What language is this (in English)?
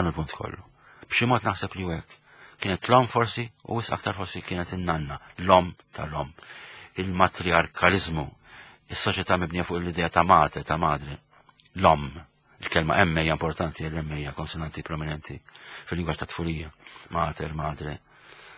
Maltese